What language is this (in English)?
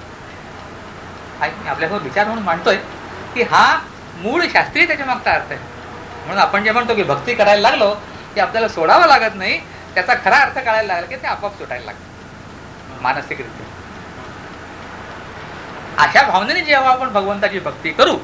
Marathi